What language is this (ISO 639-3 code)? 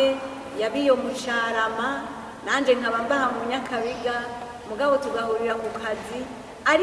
run